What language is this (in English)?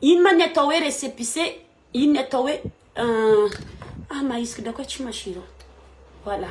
Malagasy